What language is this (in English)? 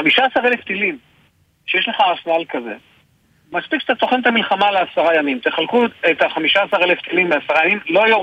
Hebrew